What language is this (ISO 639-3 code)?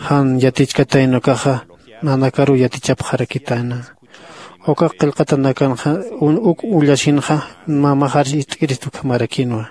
aym